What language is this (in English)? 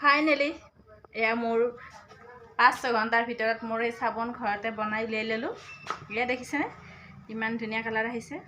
Assamese